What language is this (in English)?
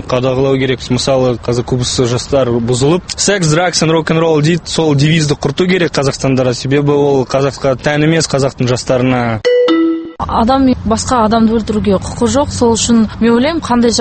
Kazakh